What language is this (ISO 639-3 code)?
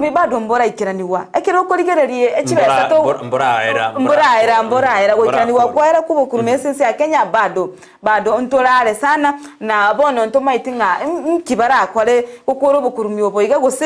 guz